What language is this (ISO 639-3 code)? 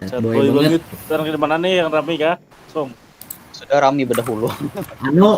bjn